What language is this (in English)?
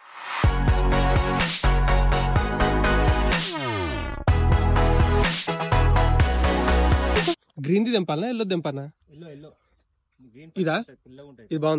Telugu